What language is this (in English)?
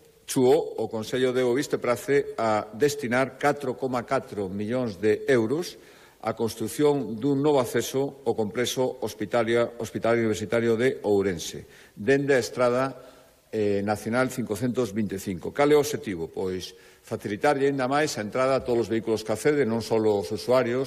Galician